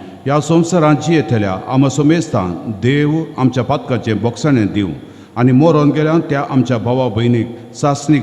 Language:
Konkani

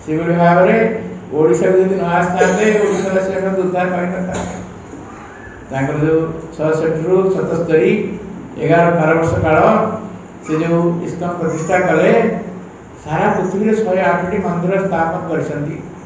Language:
Odia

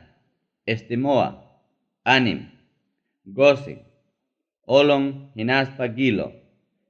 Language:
Ayacucho Quechua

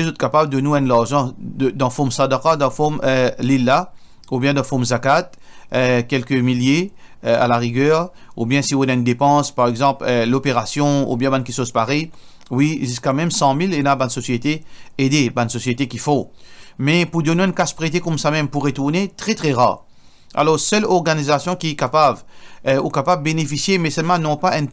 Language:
Morisyen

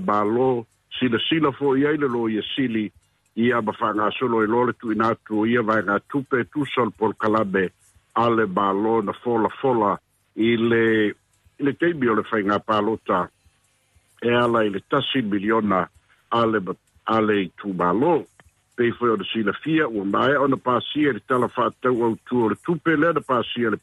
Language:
Samoan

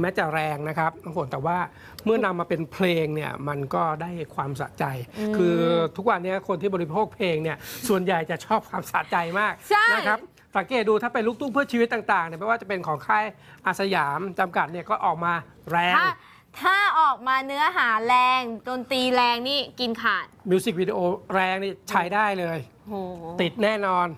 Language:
Thai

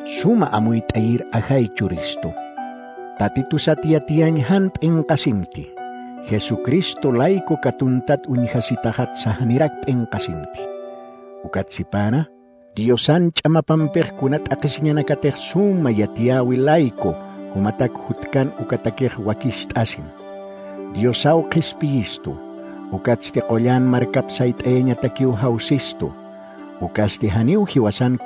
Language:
Aymara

